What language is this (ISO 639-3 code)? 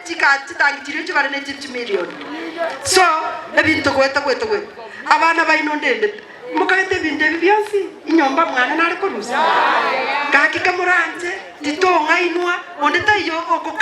guz